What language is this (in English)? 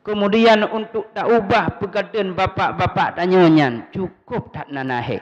Achinese